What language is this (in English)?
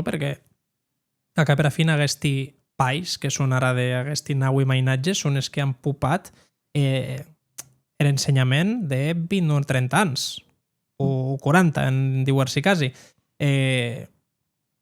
Occitan